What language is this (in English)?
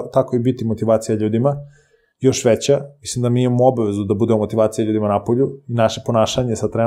Serbian